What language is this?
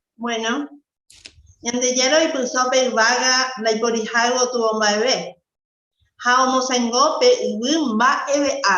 Guarani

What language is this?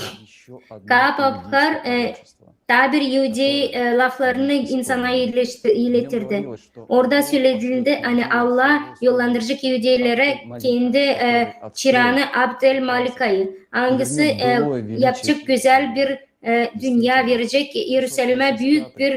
Gagauz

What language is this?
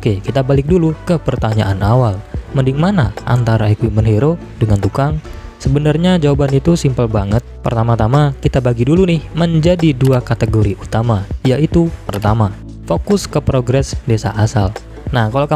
Indonesian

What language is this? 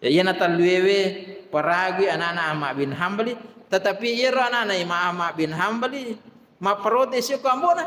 Buginese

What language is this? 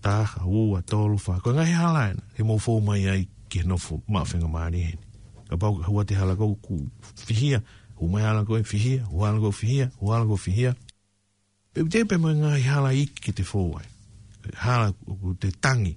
Tongan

